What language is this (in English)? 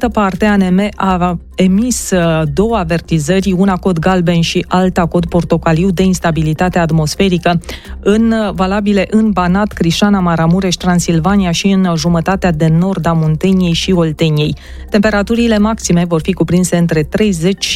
Romanian